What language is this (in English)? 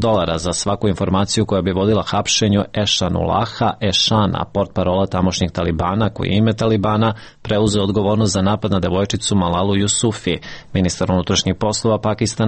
Serbian